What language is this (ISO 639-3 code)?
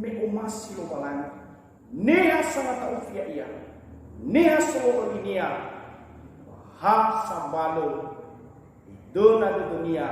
nia